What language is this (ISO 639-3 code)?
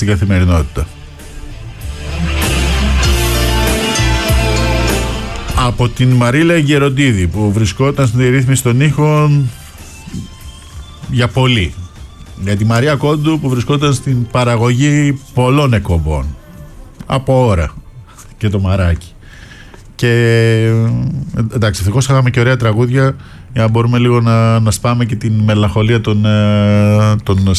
ell